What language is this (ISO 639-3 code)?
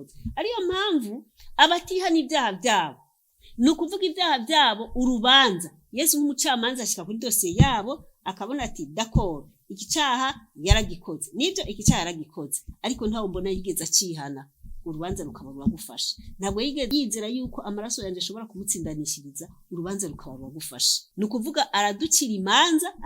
run